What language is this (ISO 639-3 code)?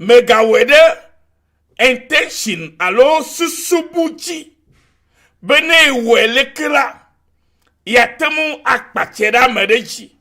ewe